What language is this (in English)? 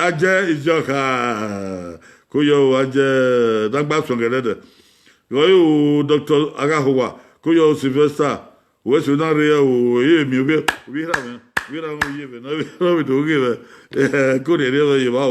Bini